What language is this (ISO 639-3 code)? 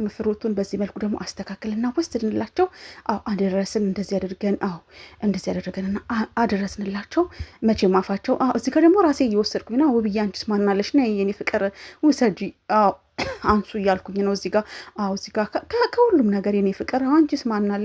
amh